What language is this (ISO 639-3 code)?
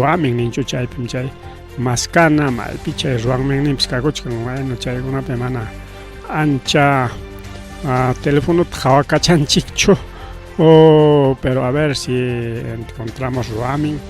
quy